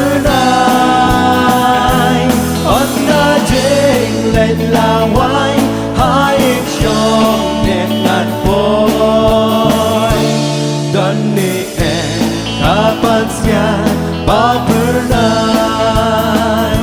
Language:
Khasi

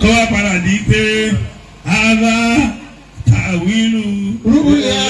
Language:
Yoruba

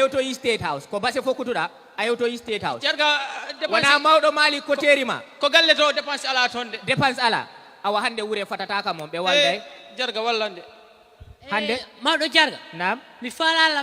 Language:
Fula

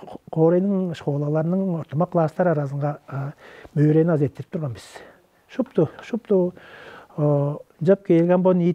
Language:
Tuvinian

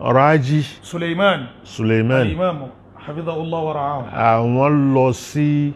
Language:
Yoruba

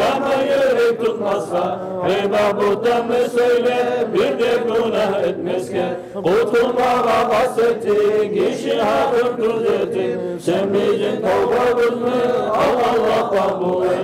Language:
Kumyk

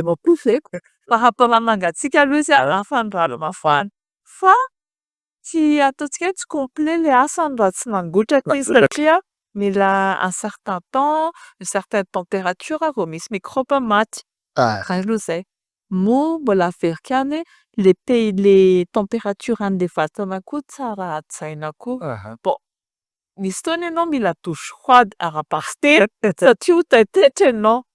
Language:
Malagasy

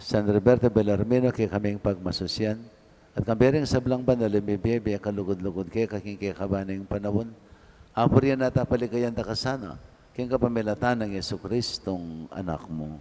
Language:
Pampanga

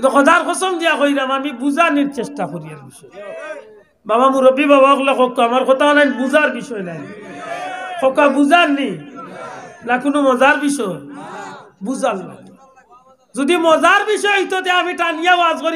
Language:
Sylheti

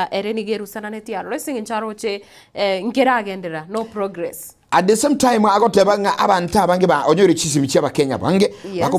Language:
Gusii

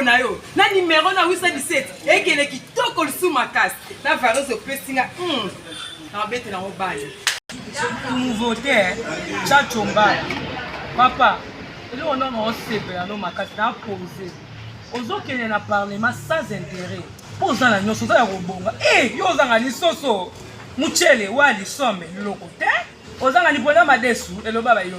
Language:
Lingala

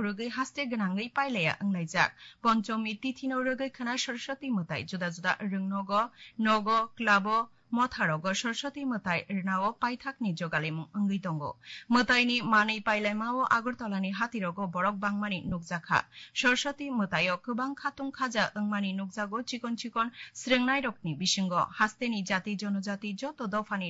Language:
Kok Borok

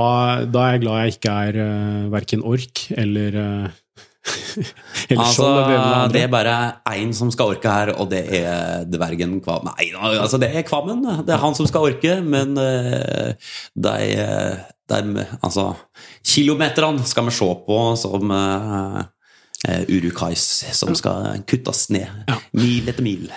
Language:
Norwegian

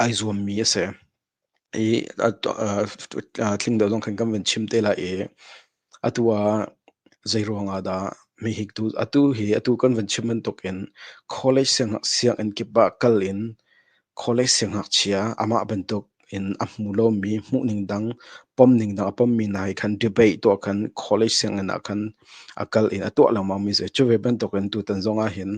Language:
Hakha Chin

